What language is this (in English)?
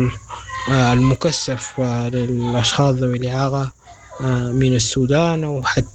Sudanese Arabic